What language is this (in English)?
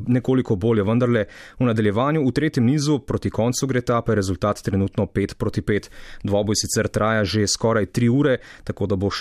Slovenian